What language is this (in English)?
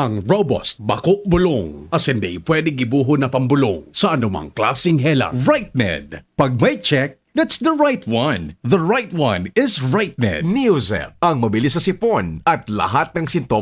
Bikol